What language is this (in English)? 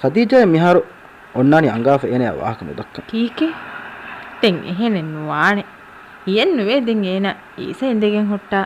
Divehi